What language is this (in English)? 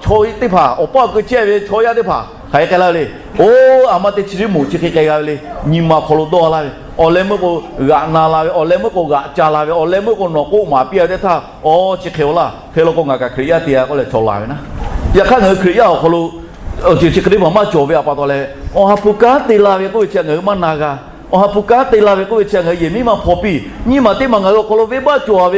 Lahu